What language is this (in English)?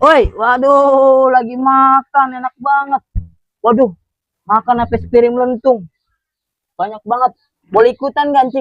Betawi